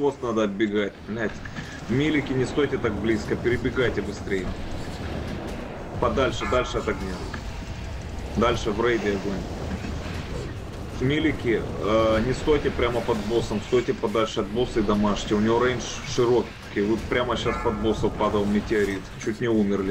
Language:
Russian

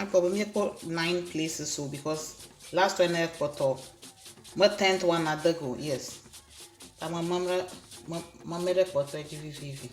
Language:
Ewe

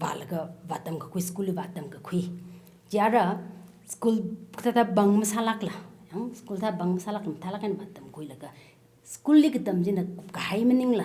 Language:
Tangkhul Naga (India)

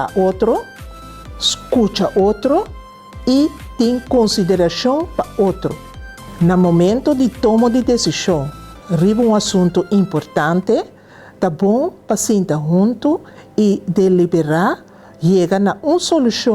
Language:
Papiamento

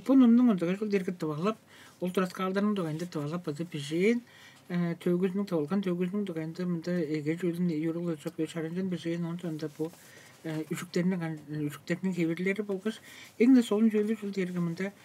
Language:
Tuvinian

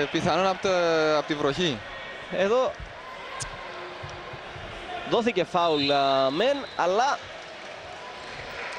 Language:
Greek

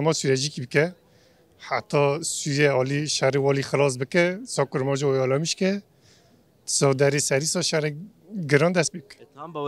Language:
Kurdish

